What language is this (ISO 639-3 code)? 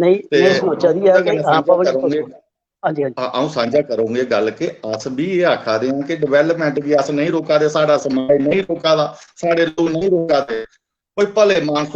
doi